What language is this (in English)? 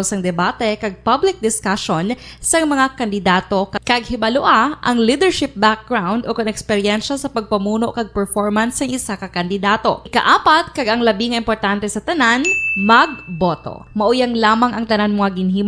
Hiligaynon